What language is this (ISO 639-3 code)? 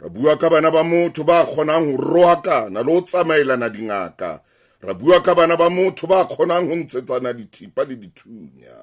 sot